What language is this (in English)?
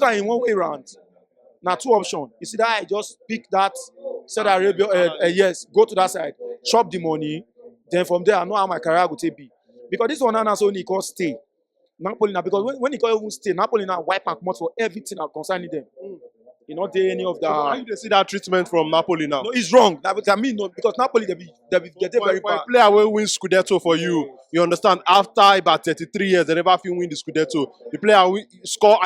Nigerian Pidgin